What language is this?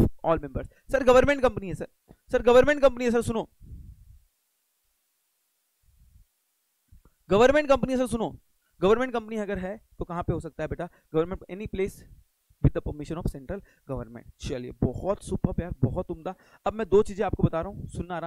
Hindi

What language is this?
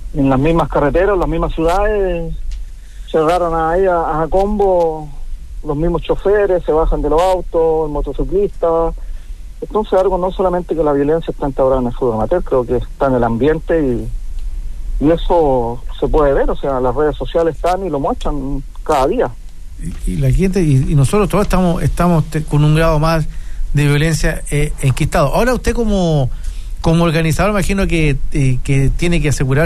Spanish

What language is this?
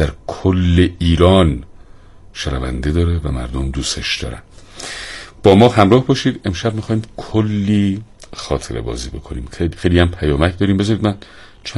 Persian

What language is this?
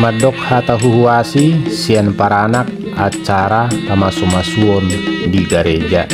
Batak Toba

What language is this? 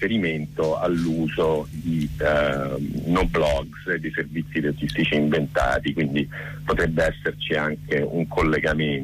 Italian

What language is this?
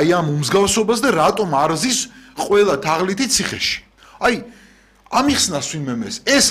Georgian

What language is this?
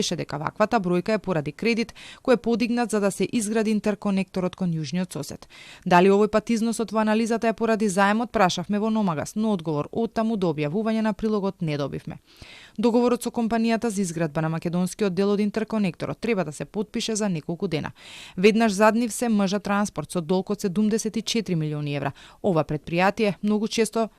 Macedonian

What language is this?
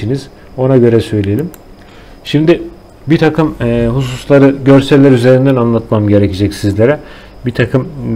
Turkish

